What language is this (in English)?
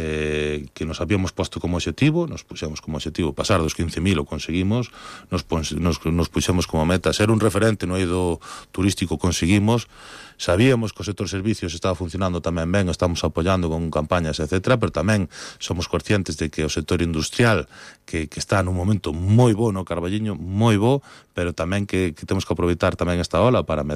Galician